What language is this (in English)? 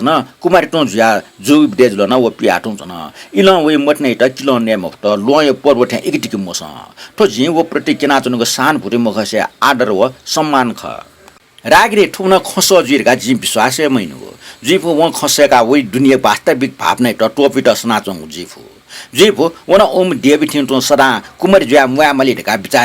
Newari